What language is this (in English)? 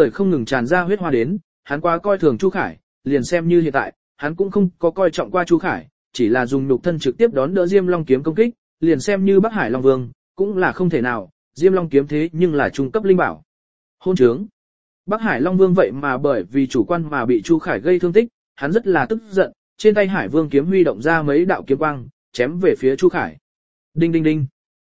Vietnamese